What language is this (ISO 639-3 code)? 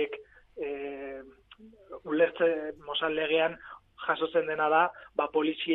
eus